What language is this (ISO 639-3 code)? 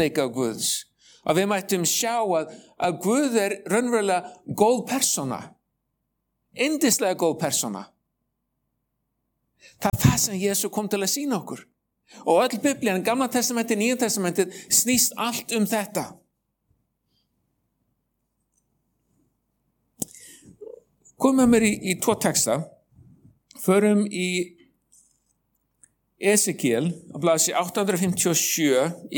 isl